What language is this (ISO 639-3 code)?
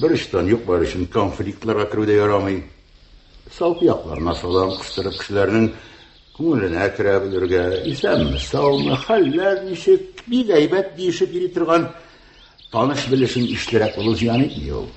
tat